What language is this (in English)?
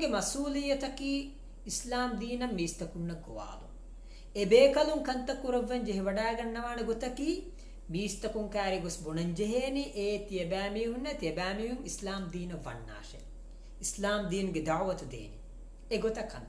Divehi